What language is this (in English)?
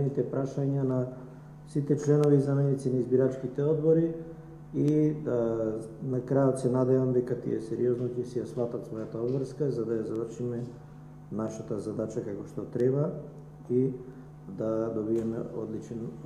Macedonian